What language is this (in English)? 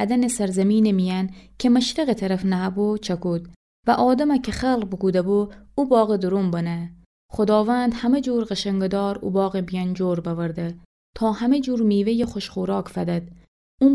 Gilaki